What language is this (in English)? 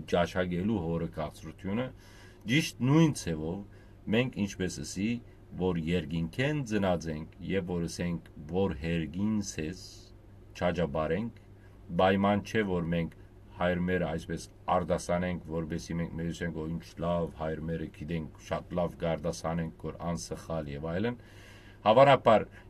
Western Armenian